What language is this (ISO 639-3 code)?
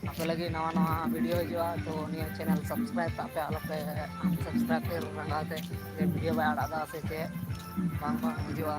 sat